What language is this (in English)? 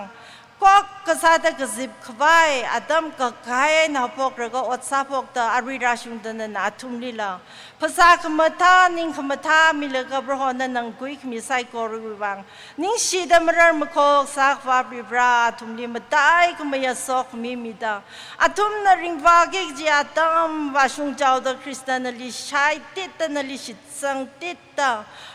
Tangkhul Naga (India)